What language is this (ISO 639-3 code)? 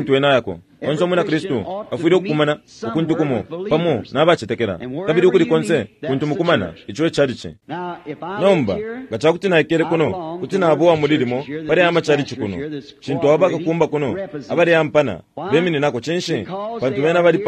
bem